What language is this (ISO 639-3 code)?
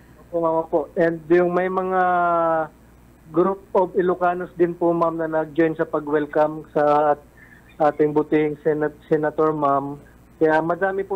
bik